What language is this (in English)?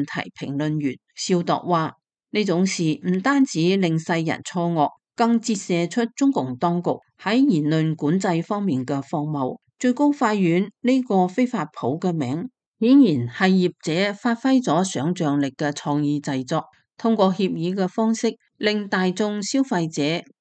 Cantonese